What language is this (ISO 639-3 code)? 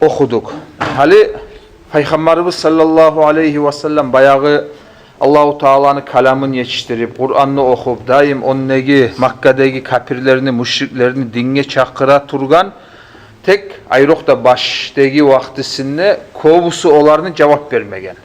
kum